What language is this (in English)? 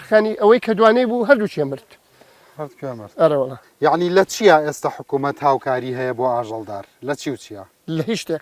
Central Kurdish